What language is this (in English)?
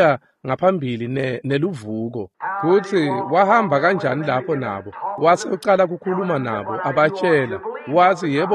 Swati